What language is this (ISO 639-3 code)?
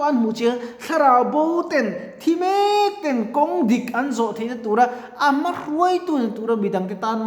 lus